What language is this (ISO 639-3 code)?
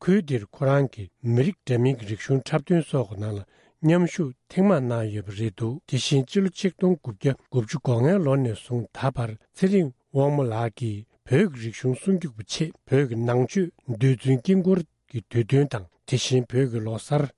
bod